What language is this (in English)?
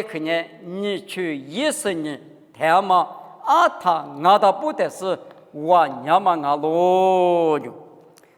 Lisu